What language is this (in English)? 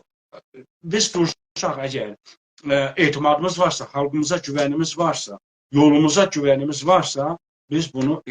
South Azerbaijani